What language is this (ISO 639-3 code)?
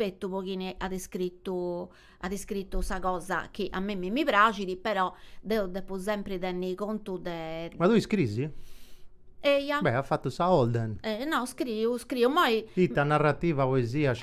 srd